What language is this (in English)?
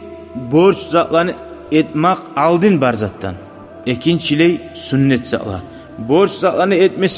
Kumyk